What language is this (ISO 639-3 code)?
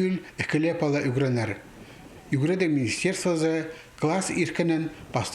kjh